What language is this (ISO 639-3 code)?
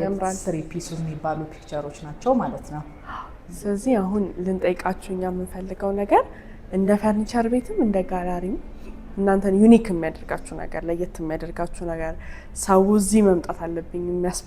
amh